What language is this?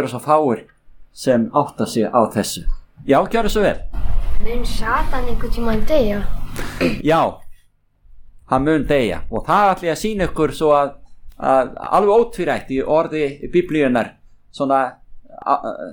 Icelandic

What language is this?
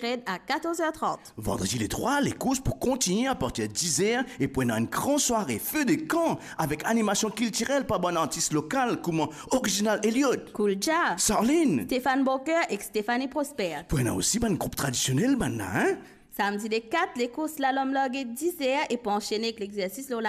Morisyen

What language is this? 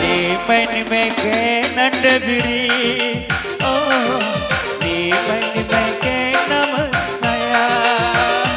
Batak Karo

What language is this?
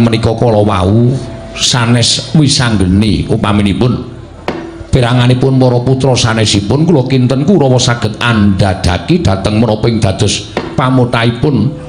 Javanese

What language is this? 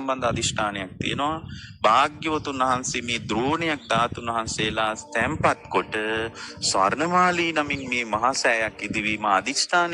Sinhala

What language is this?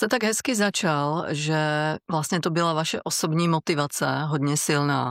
Czech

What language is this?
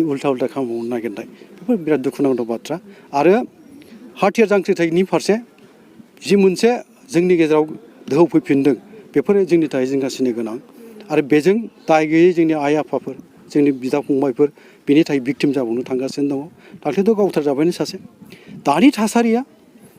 Bodo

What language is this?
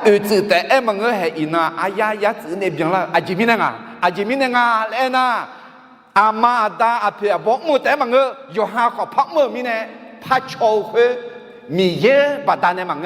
Akha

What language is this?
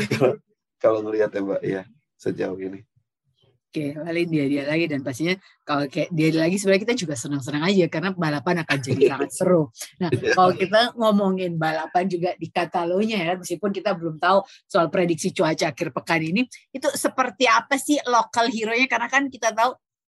Indonesian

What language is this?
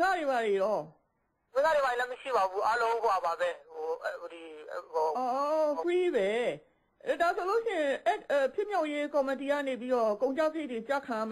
Burmese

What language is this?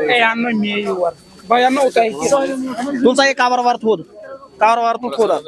Kashmiri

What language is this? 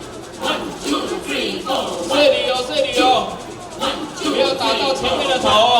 Min Nan Chinese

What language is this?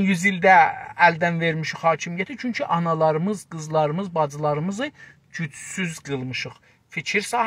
South Azerbaijani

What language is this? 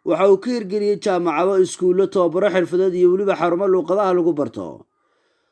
Somali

